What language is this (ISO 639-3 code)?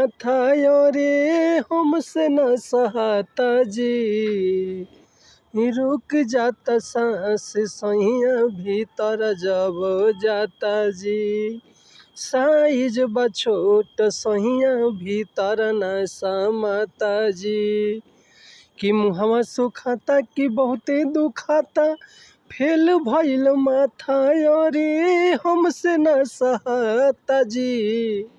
bho